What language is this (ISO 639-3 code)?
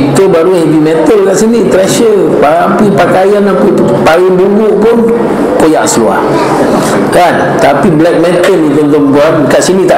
msa